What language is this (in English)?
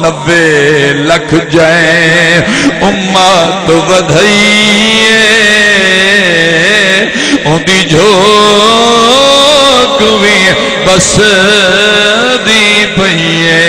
Saraiki